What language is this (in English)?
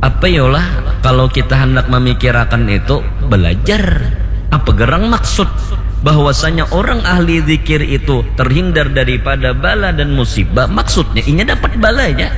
Banjar